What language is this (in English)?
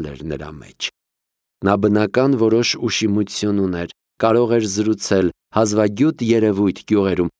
Armenian